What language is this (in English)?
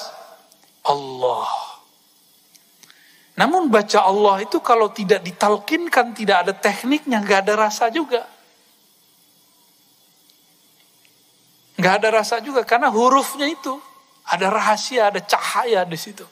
Indonesian